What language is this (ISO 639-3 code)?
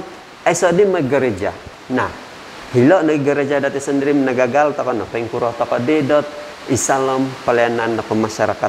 dtp